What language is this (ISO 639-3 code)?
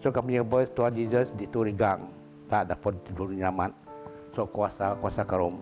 bth